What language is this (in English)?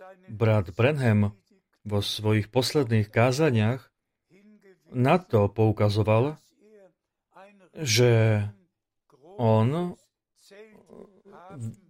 Slovak